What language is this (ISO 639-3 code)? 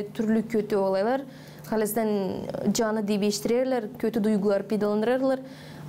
gag